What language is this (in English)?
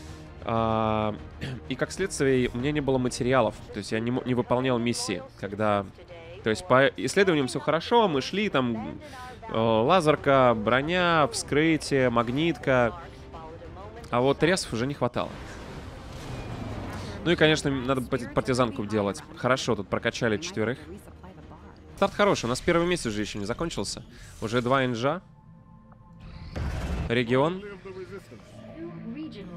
Russian